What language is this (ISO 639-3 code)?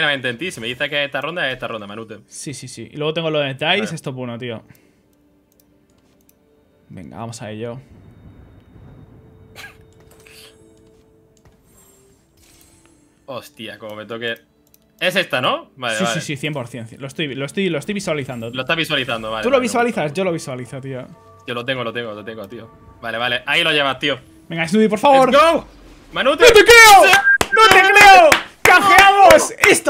spa